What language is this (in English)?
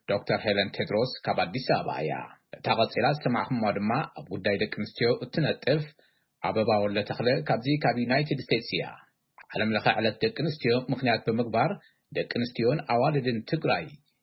Tigrinya